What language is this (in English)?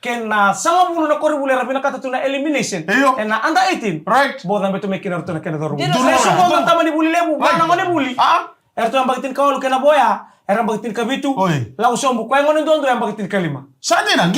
Fijian